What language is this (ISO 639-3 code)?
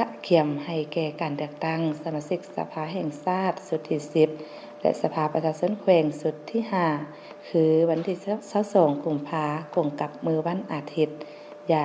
lao